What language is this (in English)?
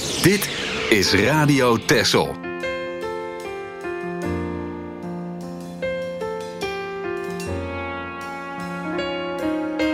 Dutch